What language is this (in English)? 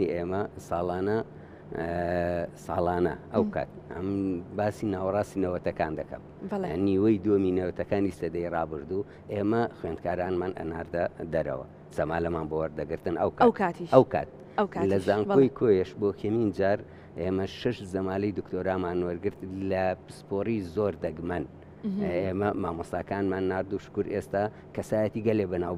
Central Kurdish